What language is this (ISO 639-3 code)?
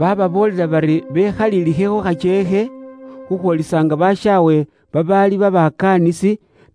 luy